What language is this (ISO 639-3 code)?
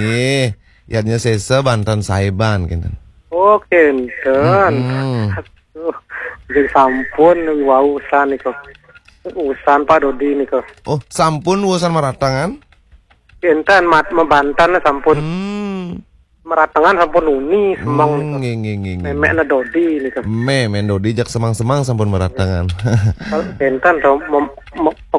ban